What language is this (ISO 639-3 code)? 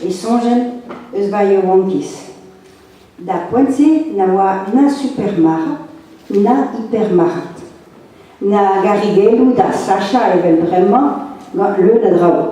bre